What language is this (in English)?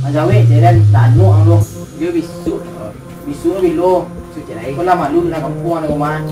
Minangkabau